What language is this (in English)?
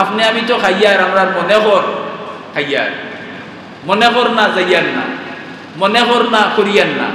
Sylheti